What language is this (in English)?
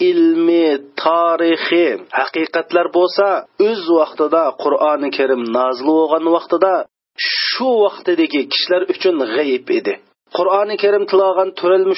Uyghur